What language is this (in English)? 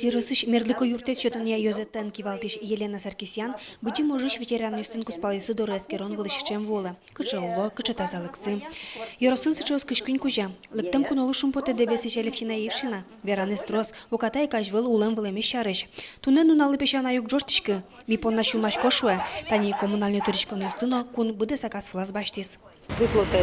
Udmurt